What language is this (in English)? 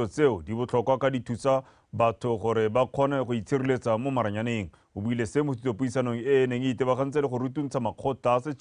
Tswana